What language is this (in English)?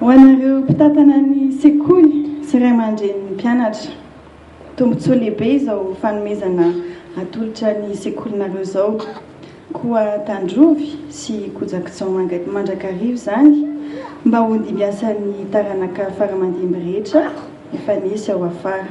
Malagasy